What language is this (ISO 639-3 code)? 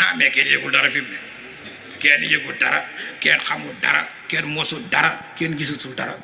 wol